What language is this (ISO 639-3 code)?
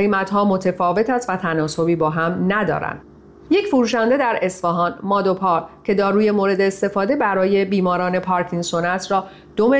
fas